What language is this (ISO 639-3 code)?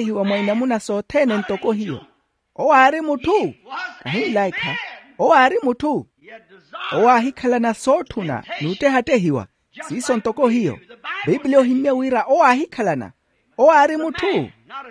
vmw